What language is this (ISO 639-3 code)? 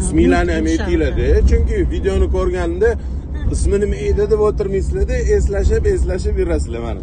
uzb